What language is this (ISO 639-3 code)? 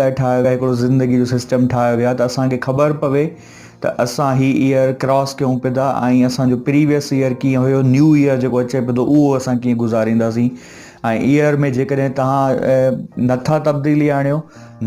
snd